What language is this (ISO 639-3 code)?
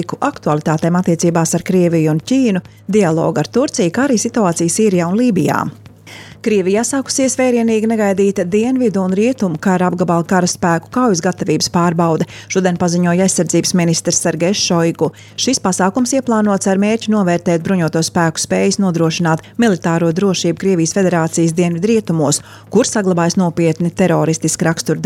lav